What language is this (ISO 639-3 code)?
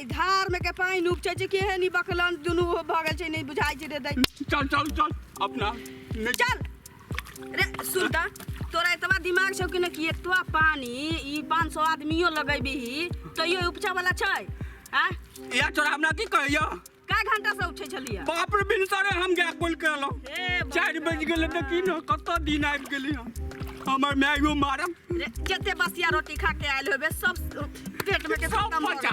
mai